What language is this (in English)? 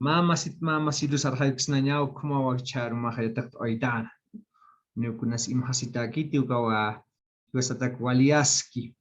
Aymara